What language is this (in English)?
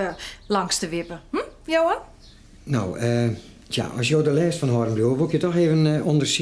Western Frisian